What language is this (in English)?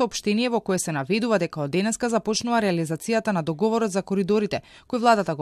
Macedonian